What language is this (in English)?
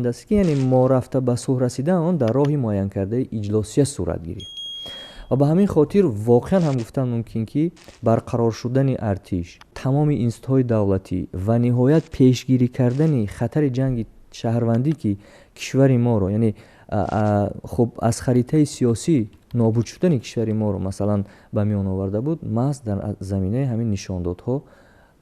Tajik